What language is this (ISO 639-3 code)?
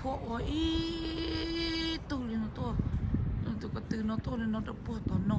hmn